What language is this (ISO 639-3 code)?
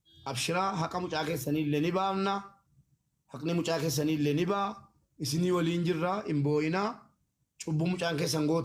orm